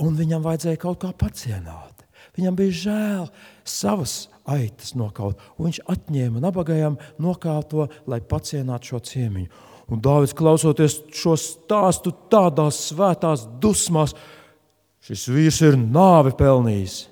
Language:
Latvian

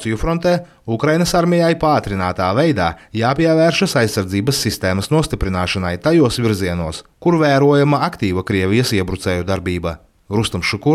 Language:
Latvian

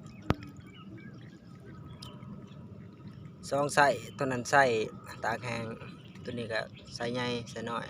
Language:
Lao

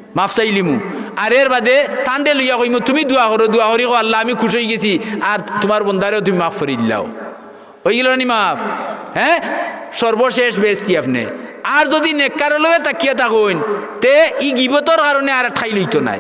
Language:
Sylheti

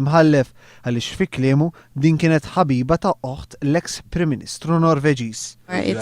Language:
Maltese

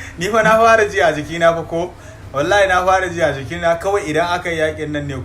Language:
Hausa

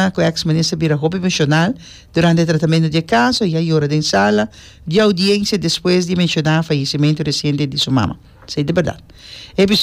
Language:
Papiamento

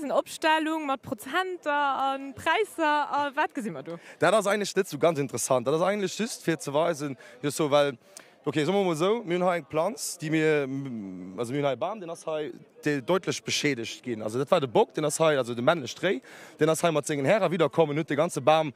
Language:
Luxembourgish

